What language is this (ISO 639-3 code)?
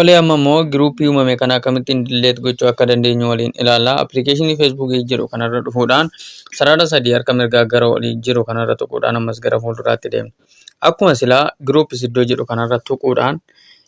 orm